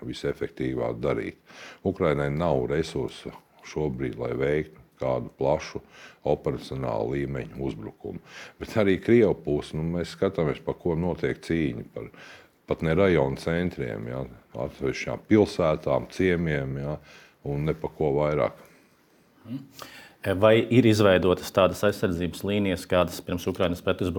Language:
Latvian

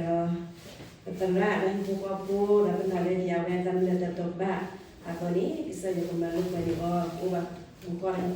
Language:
S'gaw Karen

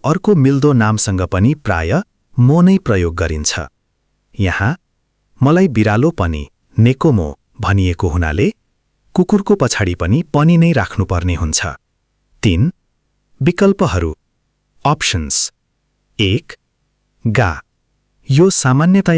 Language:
Nepali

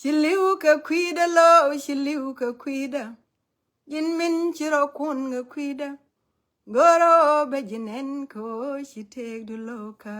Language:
Nuer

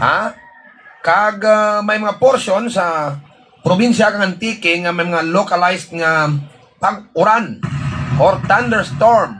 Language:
Hiligaynon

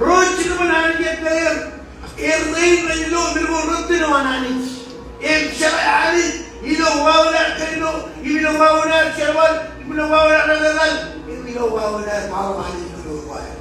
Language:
Marshallese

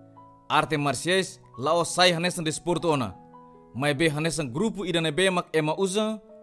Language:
Tetum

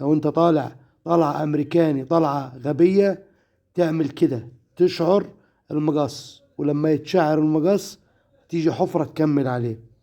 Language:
Egyptian Arabic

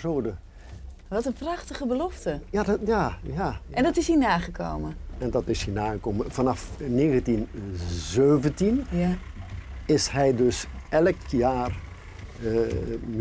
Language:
Dutch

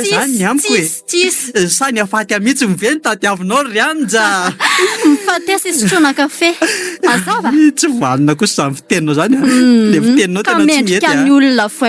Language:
Malagasy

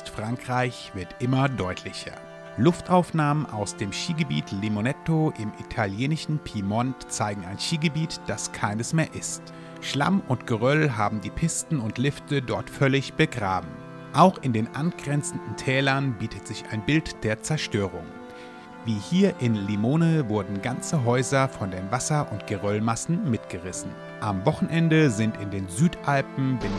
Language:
German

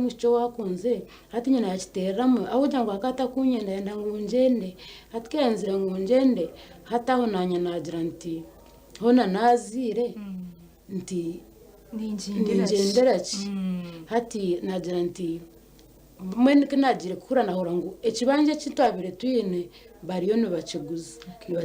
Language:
Nyankole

